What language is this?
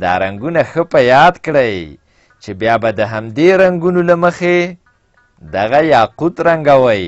Pashto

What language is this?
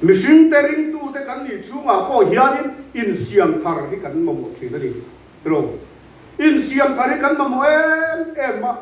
Mizo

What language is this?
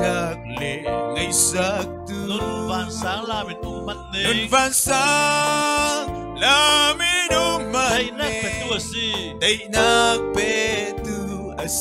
Falam Chin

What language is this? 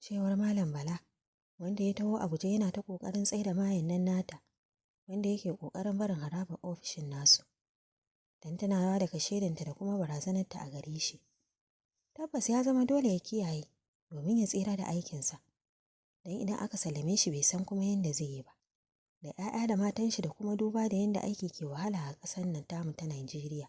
Hausa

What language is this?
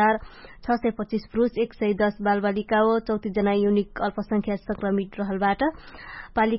Dangaura Tharu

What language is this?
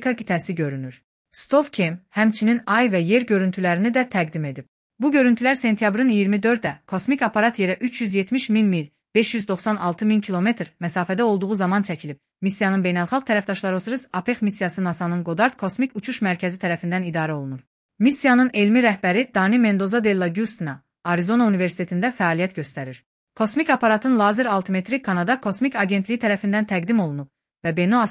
Azerbaijani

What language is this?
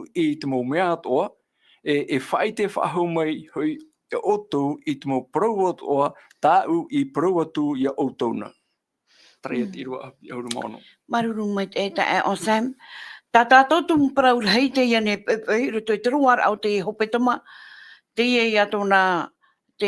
Tahitian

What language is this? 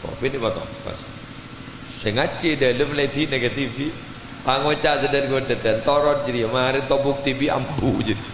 Madurese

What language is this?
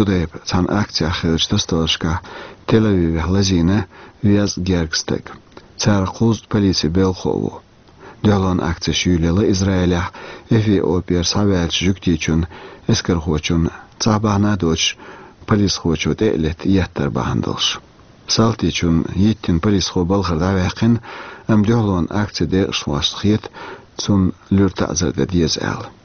Chechen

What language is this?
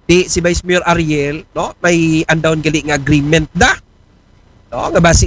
Aklanon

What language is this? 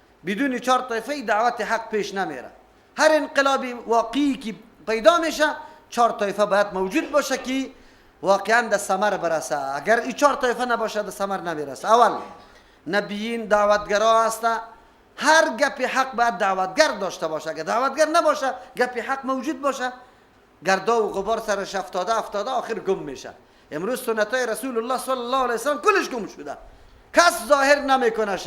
Persian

